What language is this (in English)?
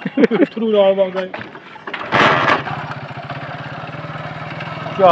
Punjabi